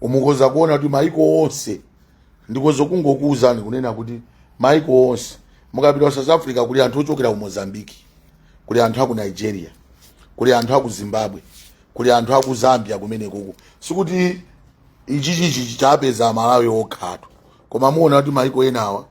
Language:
Nyanja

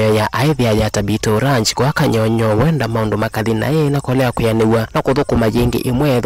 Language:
Kamba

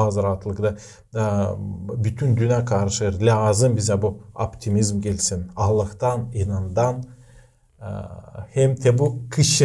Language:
Gagauz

